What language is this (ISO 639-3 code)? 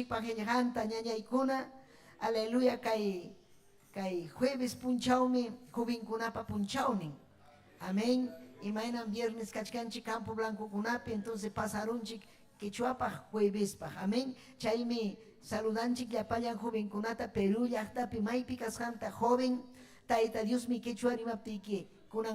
quy